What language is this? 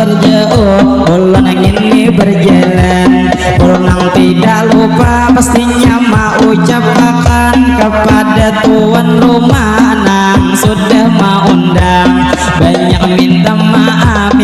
Banjar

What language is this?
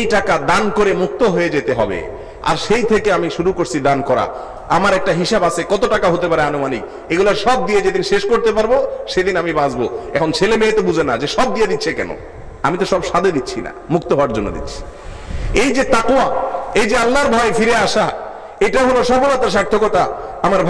Bangla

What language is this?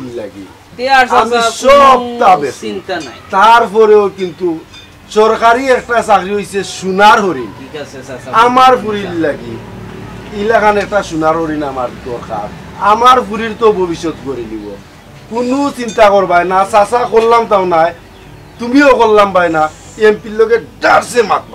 Sylheti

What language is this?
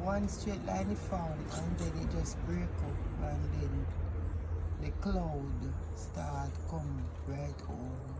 Jamaican Creole English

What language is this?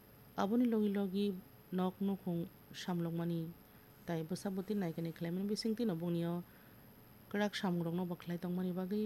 Kok Borok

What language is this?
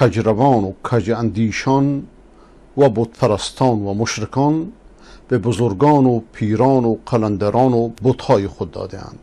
Persian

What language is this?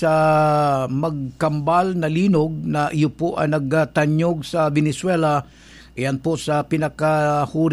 Bikol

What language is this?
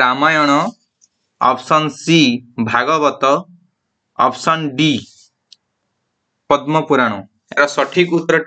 Odia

